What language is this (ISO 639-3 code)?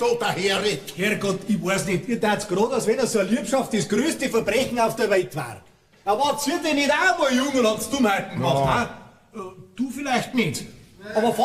bar